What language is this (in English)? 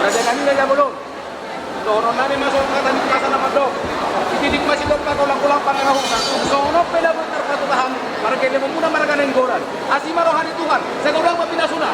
Batak Toba